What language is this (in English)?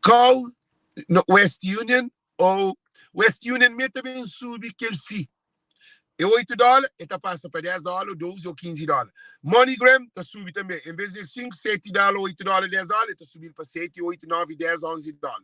Kabuverdianu